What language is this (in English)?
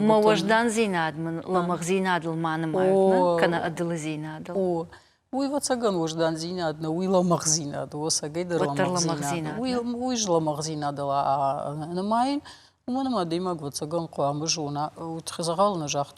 Ossetic